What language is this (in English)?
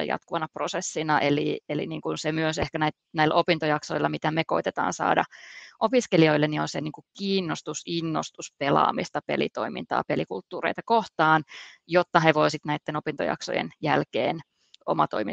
Finnish